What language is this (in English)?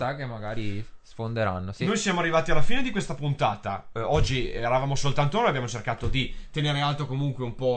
Italian